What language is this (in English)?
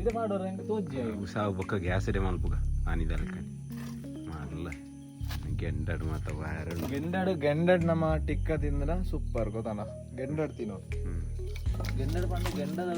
Tulu